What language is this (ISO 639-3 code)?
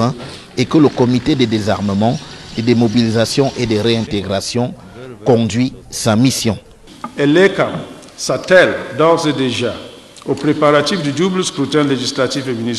fra